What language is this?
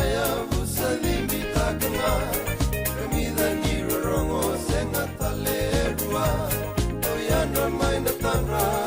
Fijian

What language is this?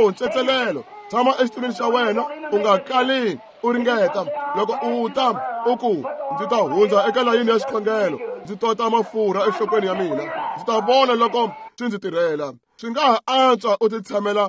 Tsonga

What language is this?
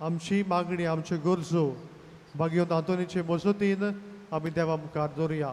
Konkani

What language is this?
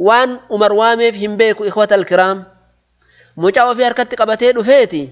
Oromo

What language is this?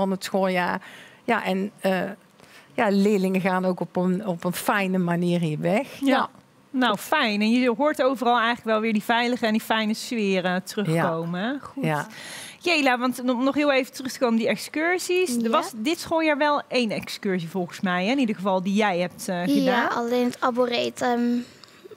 Dutch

